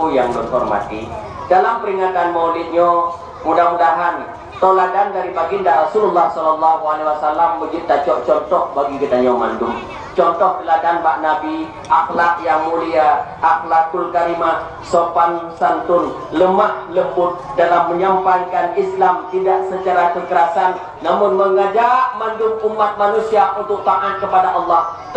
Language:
Achinese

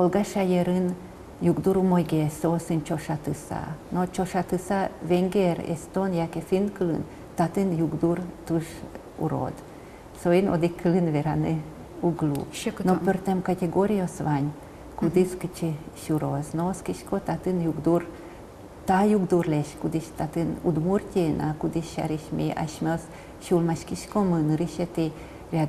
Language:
Udmurt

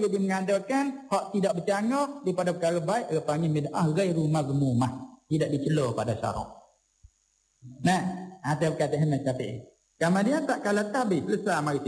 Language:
Malay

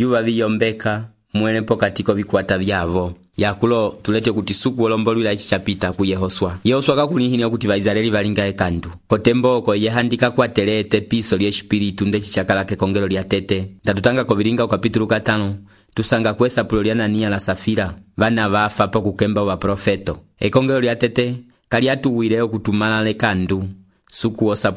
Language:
Umbundu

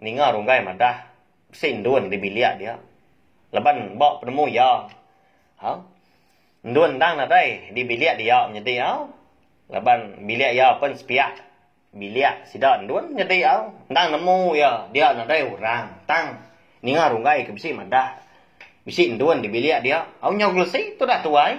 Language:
Iban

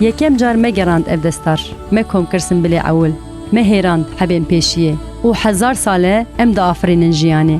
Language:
Kurdish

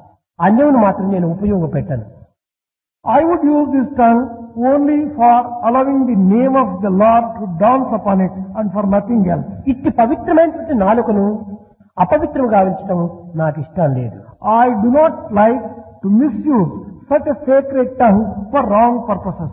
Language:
Telugu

